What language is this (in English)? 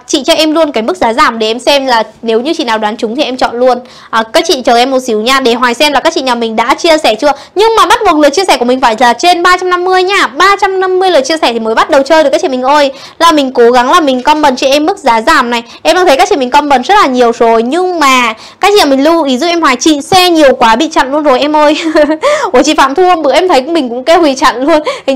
Vietnamese